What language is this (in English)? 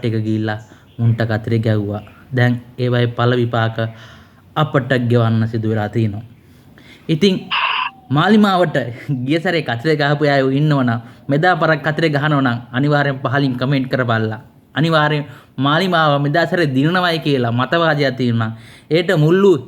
Sinhala